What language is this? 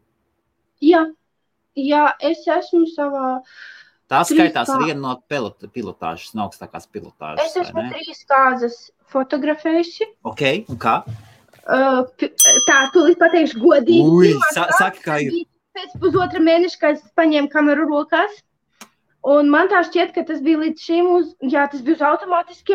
Latvian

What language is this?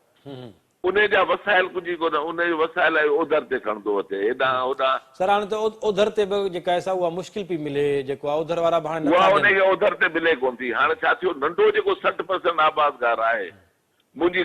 Sindhi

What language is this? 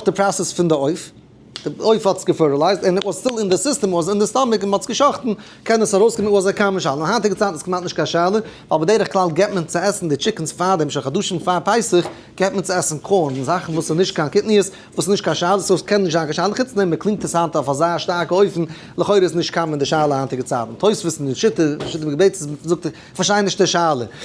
Yiddish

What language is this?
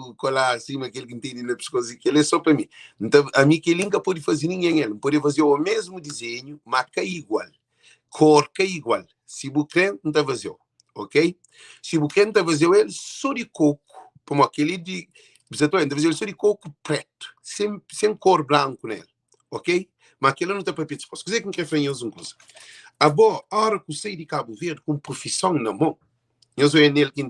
Kabuverdianu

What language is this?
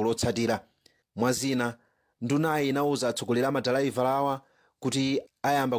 Nyanja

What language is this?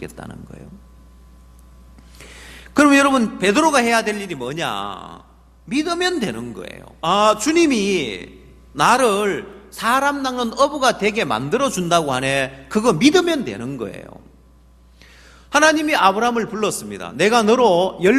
Korean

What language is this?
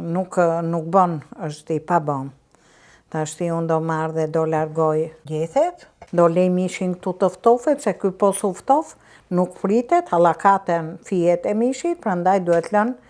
Albanian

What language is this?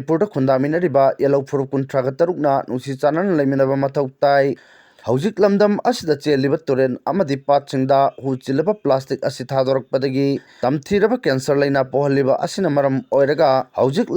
Manipuri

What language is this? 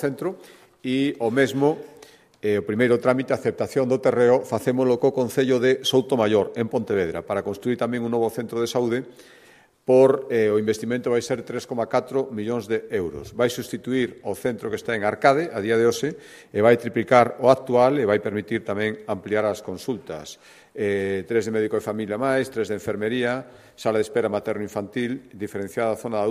Galician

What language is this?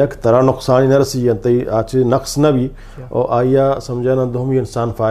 Saraiki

